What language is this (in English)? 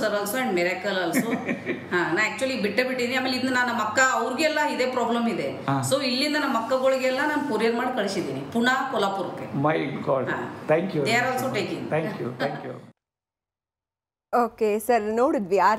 Kannada